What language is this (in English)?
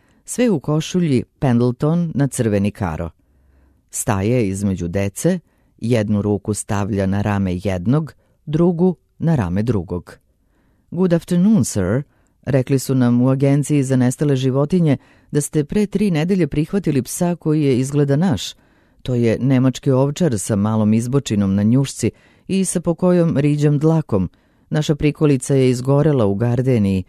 Serbian